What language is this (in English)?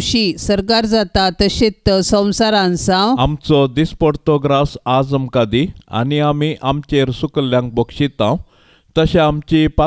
Konkani